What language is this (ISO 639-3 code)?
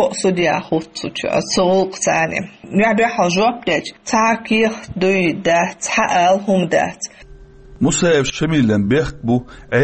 che